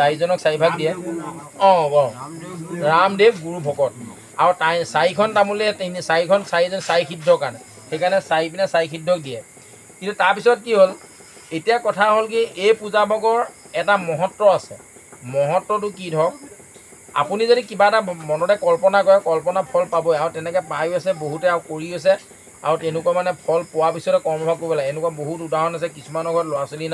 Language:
Assamese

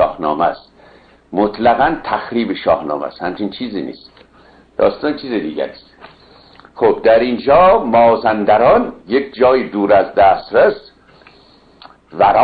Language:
Persian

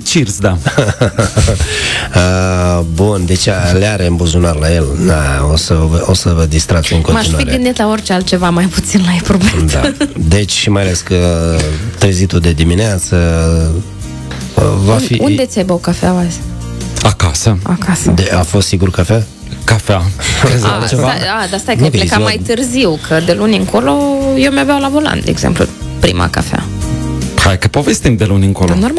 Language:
Romanian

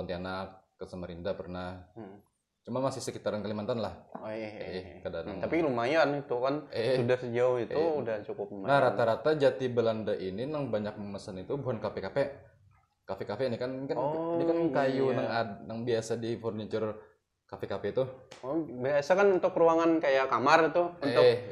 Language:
Banjar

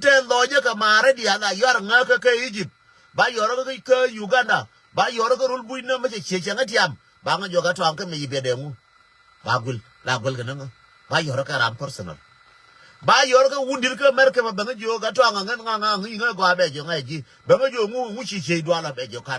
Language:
Nuer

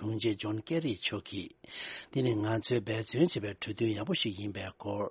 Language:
Tibetan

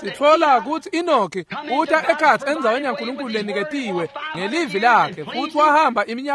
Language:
Swati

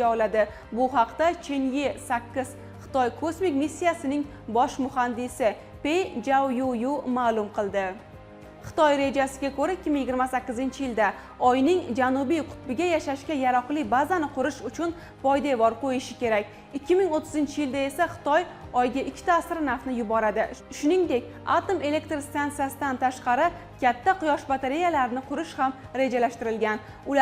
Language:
Uzbek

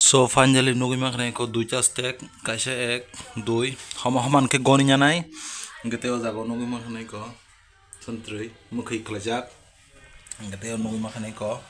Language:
Kok Borok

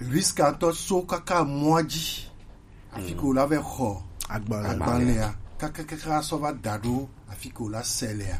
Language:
Gen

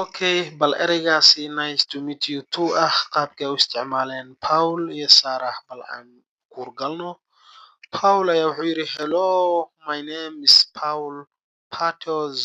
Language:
Somali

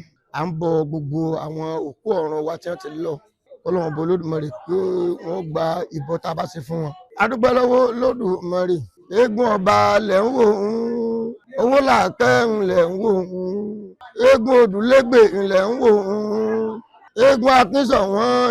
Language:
Yoruba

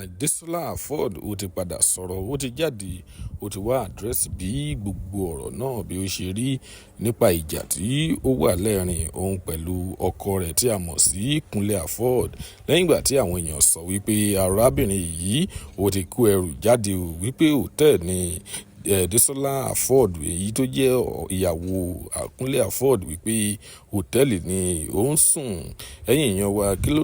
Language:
Yoruba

